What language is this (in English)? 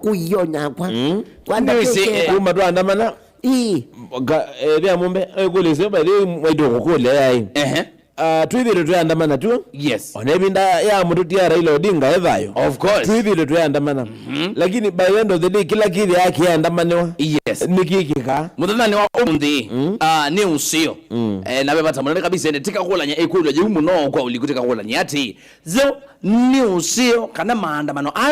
Kamba